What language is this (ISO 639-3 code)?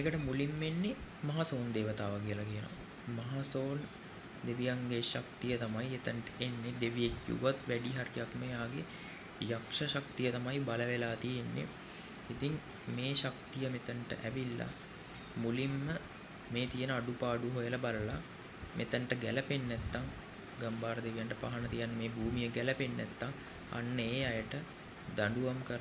sin